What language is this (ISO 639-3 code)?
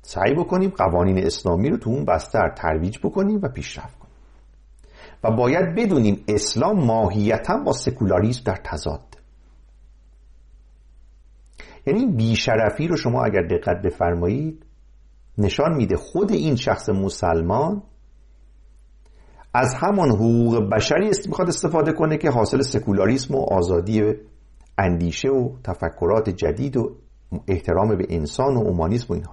fas